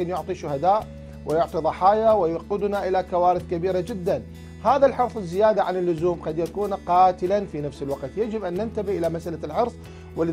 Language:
Arabic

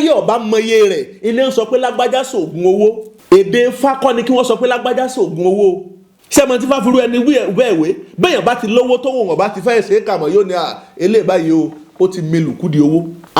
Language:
Yoruba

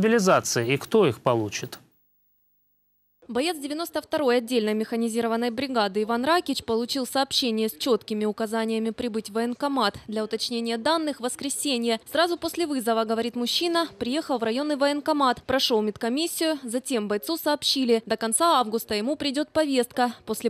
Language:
Russian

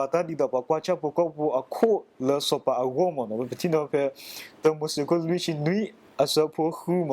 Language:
S'gaw Karen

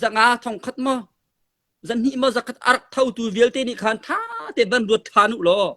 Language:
Hakha Chin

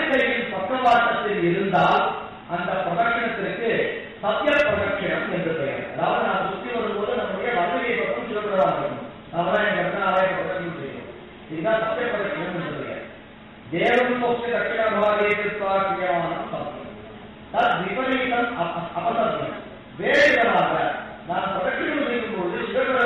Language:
Tamil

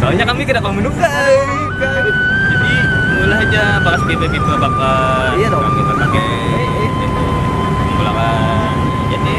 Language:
Banjar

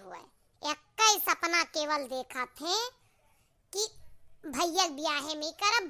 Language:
Awadhi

